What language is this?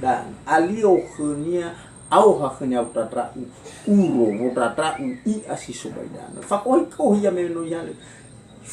Nias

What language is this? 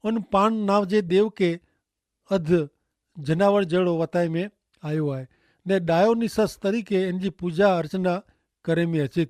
Kachhi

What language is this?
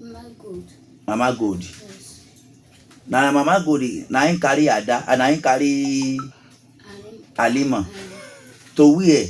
Yoruba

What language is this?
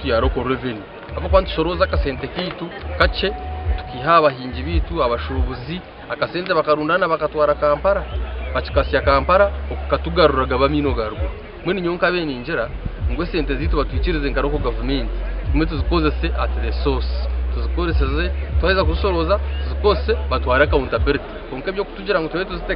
Nyankole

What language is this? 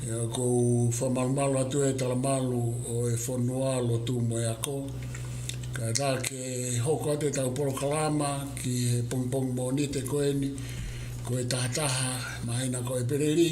Tongan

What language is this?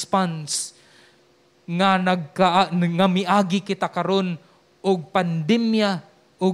Cebuano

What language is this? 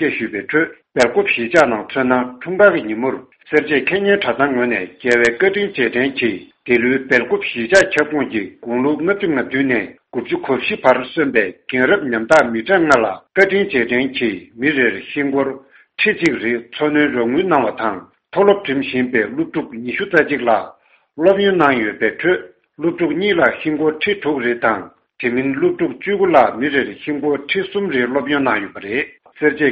Tibetan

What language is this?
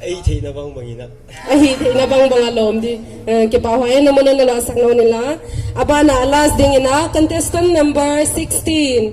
Paite Chin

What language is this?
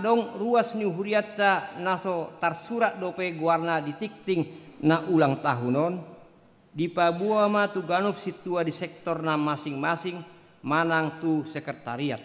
Batak Toba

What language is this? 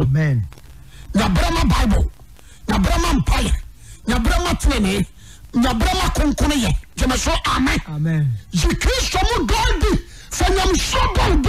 Akan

